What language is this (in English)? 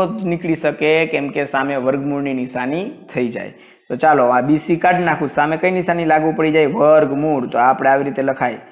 Gujarati